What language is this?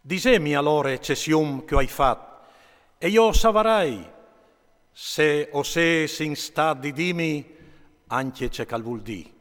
Friulian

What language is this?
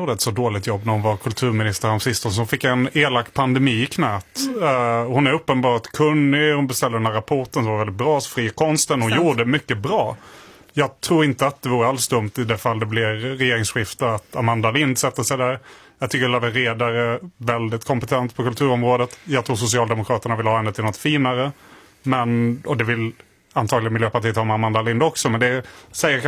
Swedish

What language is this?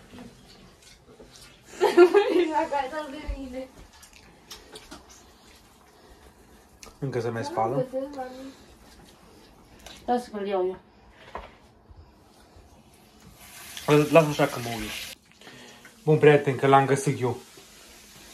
Romanian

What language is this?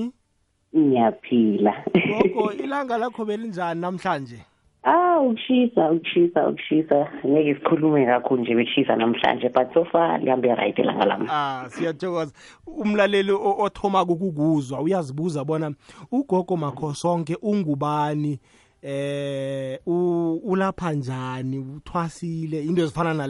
South Ndebele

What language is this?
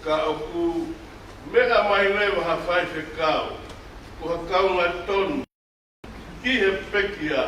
Tongan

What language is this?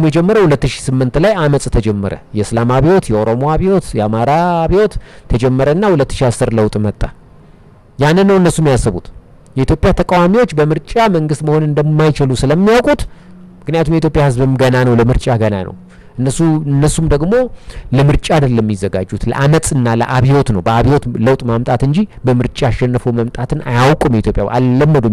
Amharic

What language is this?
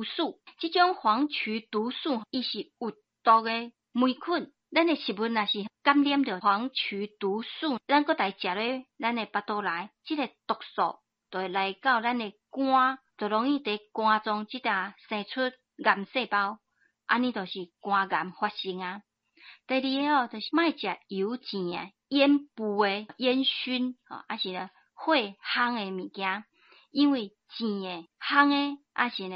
Min Nan Chinese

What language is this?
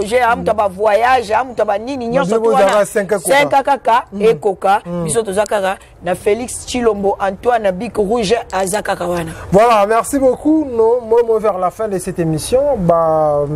Lingala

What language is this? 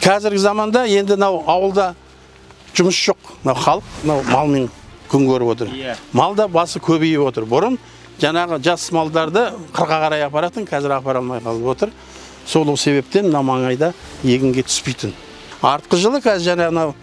Kazakh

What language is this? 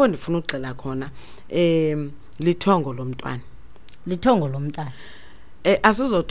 Xhosa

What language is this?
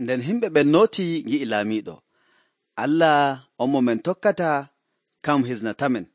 Nigerian Fulfulde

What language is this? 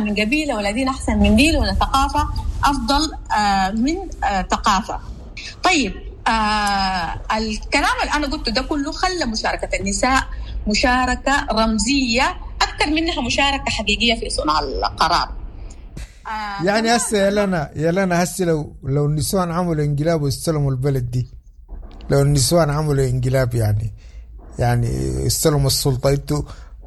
Sudanese Arabic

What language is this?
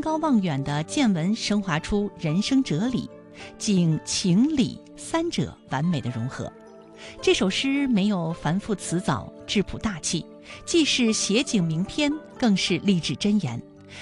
Chinese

